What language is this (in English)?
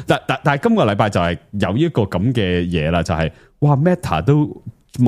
Cantonese